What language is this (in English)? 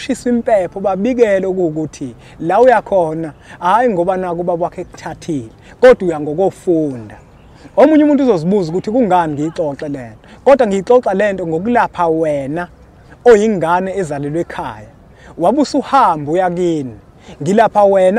Zulu